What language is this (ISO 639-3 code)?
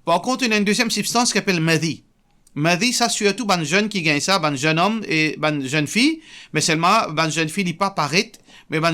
mfe